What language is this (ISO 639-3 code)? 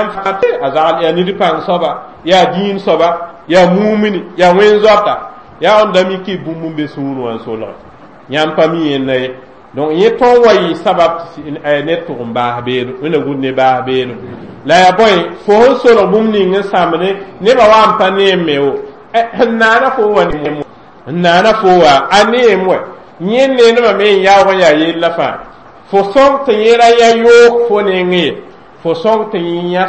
mos